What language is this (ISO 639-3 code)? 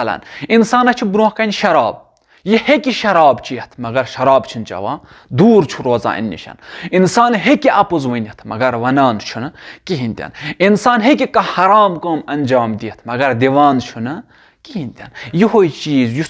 kas